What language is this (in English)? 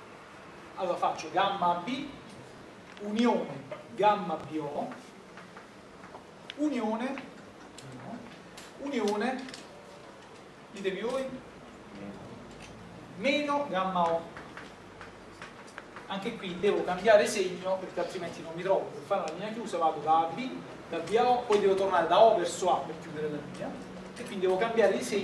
Italian